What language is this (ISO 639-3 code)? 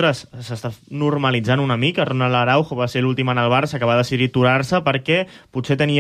cat